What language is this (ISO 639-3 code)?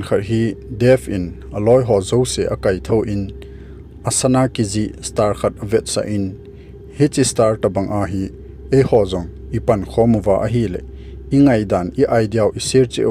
tcz